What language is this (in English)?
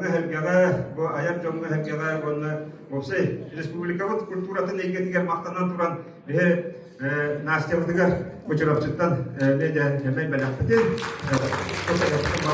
Yakut